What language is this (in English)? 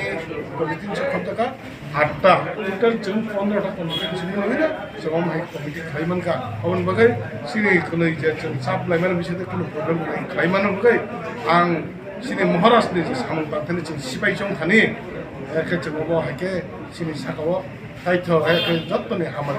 Kok Borok